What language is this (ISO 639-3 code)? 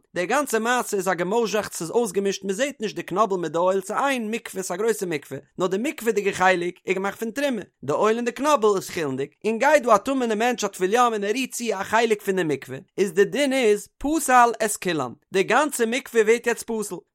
yid